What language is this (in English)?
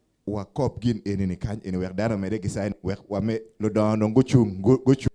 Acoli